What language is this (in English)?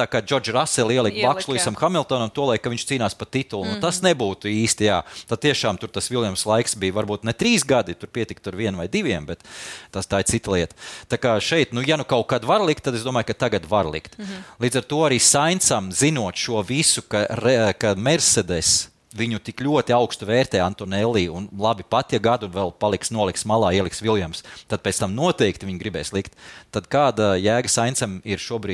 Latvian